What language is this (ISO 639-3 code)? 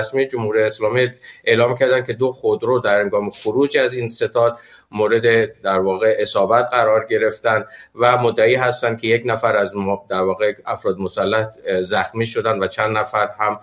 fas